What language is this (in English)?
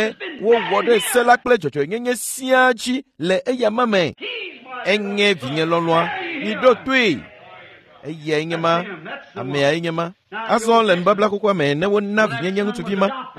Ewe